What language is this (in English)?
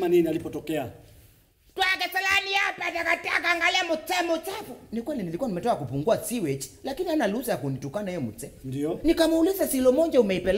Swahili